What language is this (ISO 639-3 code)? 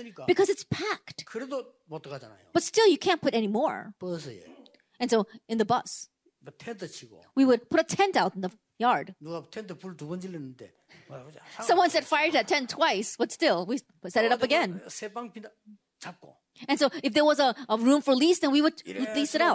kor